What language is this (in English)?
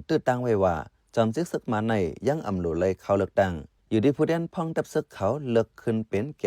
Shan